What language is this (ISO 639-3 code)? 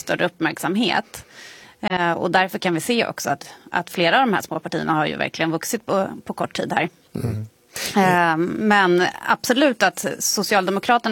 swe